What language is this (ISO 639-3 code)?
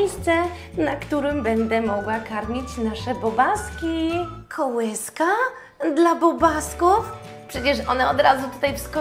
pol